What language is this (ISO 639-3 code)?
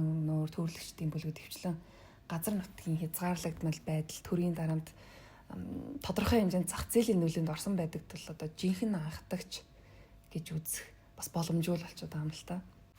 mon